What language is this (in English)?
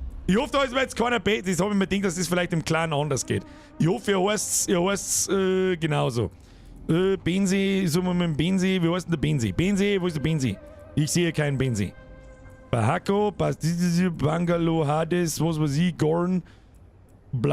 Bavarian